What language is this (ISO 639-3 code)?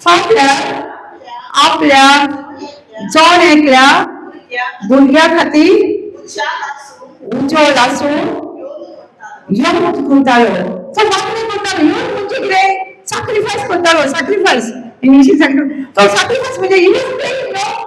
kok